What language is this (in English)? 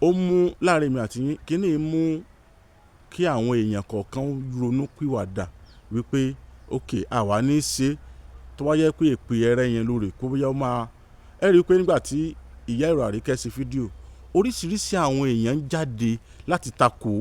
Yoruba